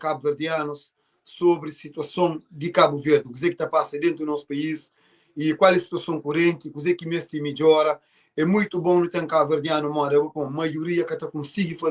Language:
Kabuverdianu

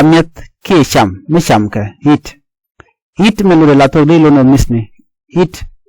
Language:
Nuer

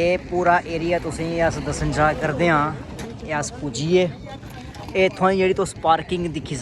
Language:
Dogri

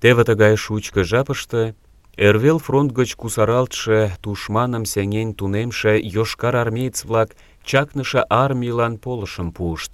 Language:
Mari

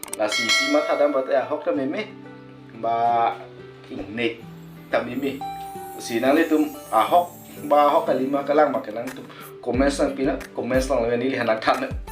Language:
Karbi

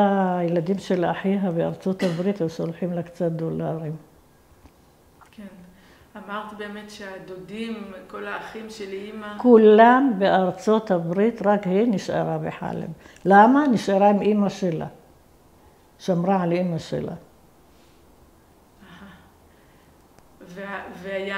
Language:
Hebrew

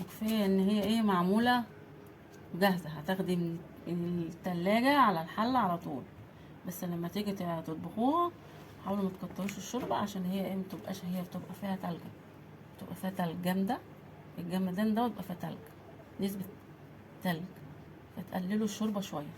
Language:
Egyptian Arabic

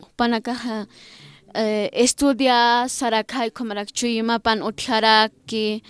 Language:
Aymara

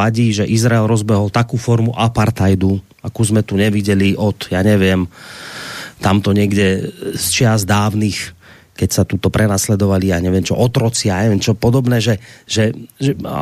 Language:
Slovak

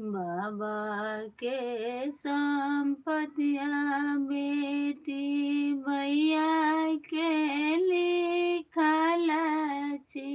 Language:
Maithili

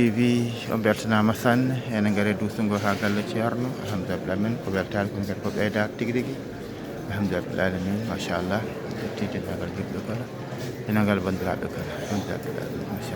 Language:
Fula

